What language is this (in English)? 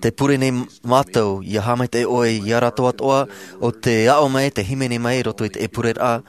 Tahitian